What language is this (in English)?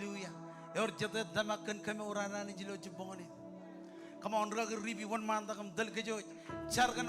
Marshallese